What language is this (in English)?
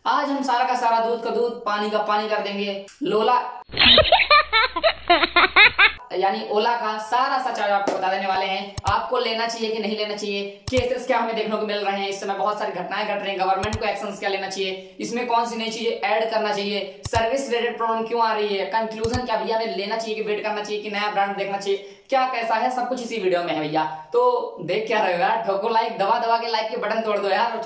Hindi